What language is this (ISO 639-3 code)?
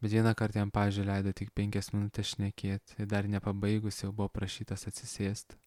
lit